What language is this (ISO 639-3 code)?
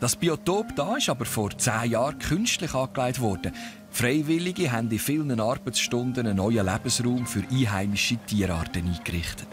gsw